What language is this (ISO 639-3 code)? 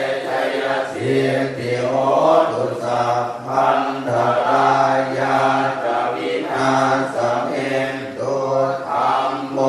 pli